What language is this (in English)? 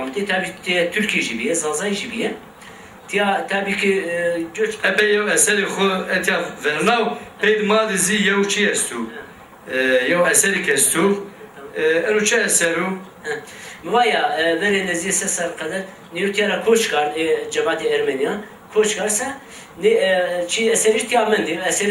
Zaza